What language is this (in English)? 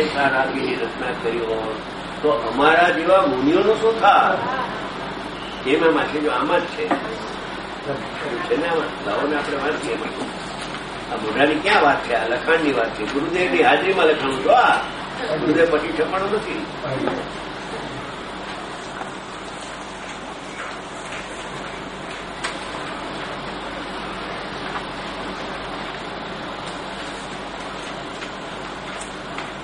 Gujarati